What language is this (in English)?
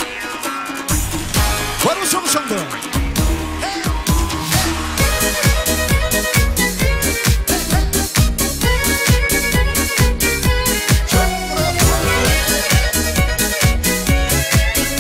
Kazakh